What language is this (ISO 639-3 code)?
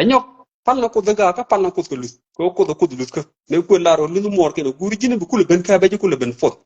nus